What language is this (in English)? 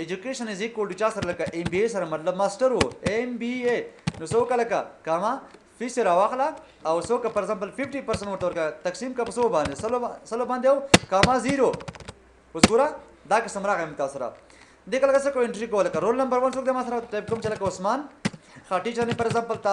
Pashto